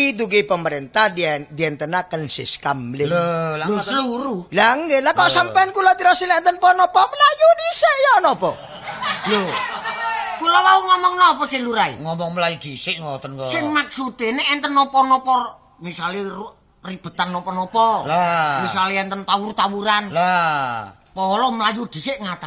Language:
Javanese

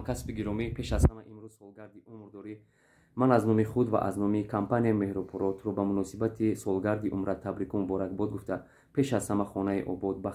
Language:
Tajik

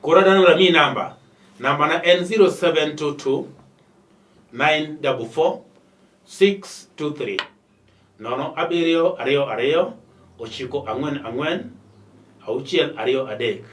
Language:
Luo (Kenya and Tanzania)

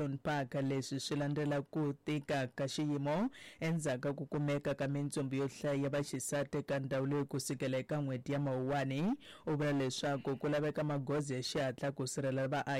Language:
Tsonga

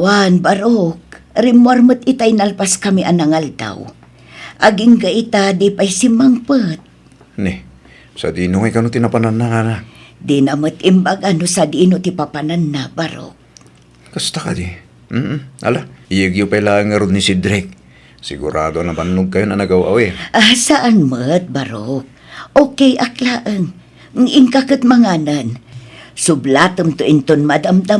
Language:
Iloko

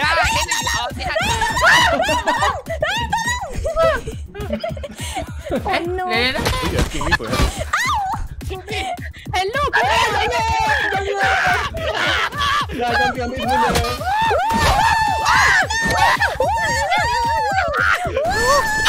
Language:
Malay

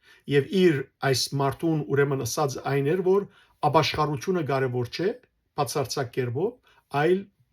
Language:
Western Armenian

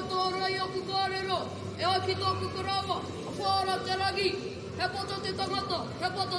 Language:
Māori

